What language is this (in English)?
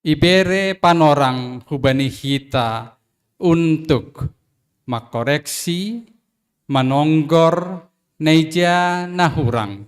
Batak Simalungun